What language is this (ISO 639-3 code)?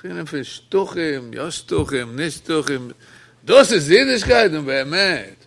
yid